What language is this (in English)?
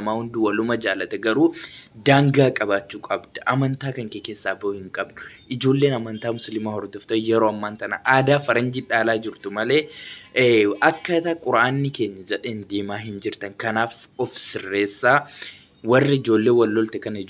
Oromo